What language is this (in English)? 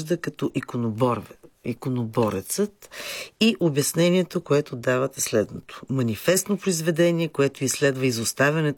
Bulgarian